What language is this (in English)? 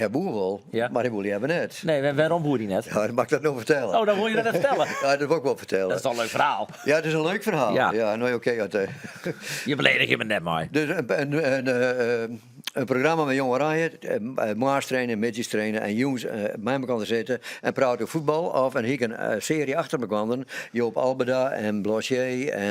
Western Frisian